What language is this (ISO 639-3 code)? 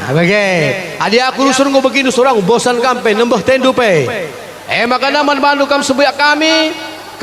btx